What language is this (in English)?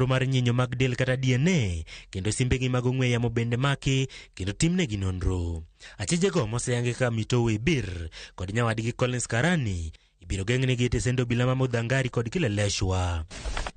Luo (Kenya and Tanzania)